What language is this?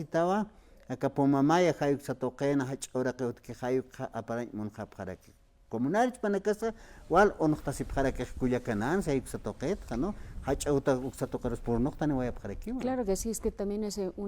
Aymara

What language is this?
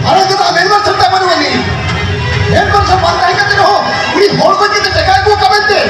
Santali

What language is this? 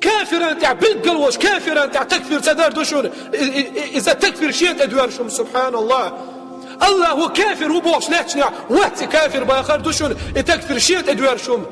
Chechen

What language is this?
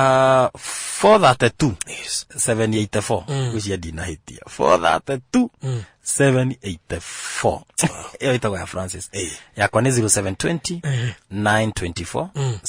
Kikuyu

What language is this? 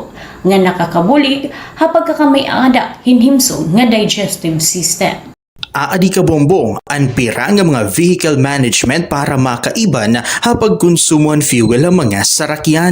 Waray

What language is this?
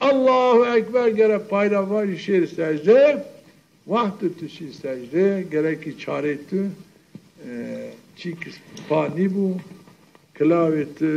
Zaza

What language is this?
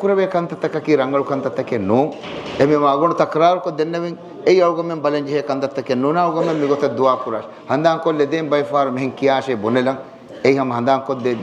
Divehi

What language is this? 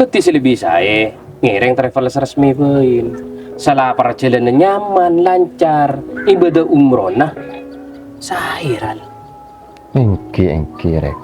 Madurese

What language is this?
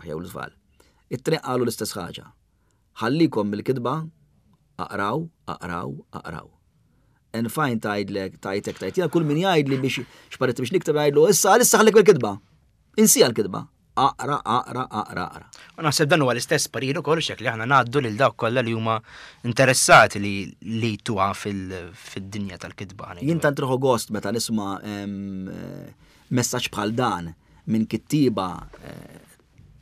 Maltese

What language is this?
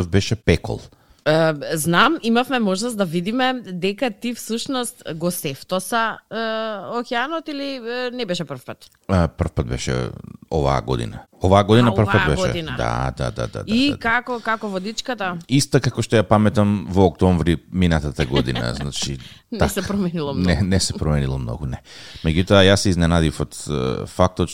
Macedonian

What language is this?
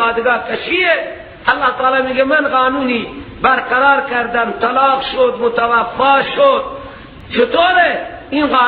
Persian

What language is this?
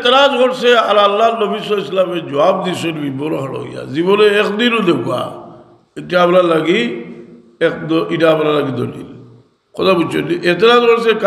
Sylheti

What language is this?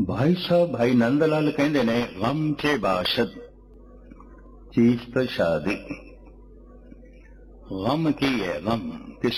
Punjabi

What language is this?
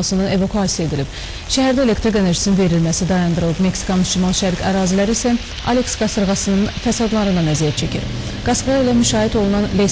Azerbaijani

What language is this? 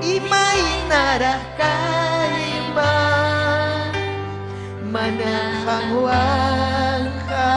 Ayacucho Quechua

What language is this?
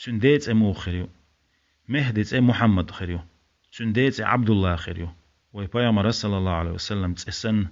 Chechen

